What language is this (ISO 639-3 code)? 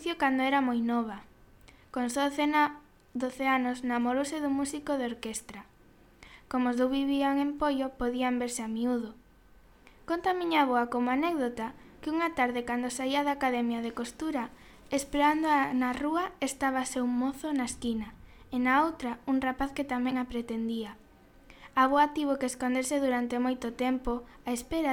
glg